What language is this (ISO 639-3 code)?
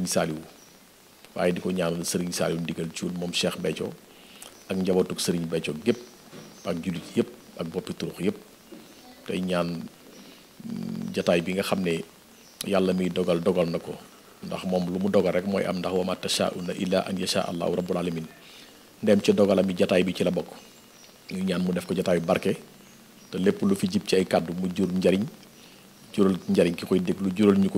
wol